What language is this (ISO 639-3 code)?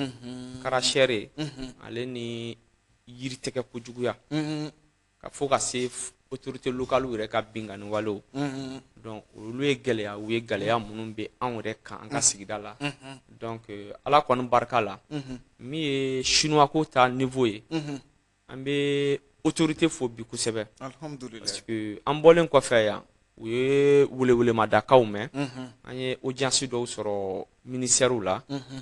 bam